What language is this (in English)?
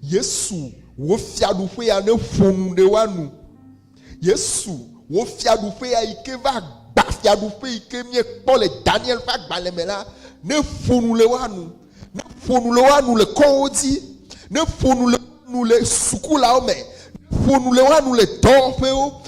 Ewe